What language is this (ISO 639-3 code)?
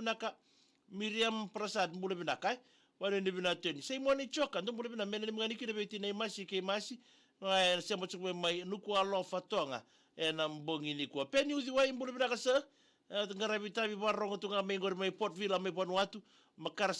fij